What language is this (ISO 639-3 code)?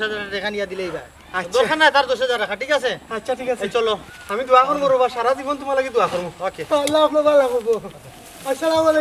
syl